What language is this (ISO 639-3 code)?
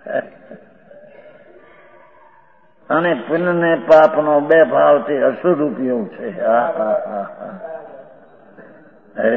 guj